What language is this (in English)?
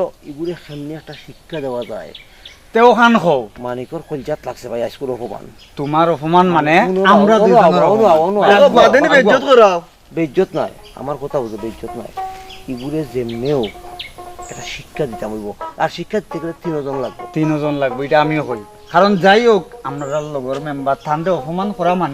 Sylheti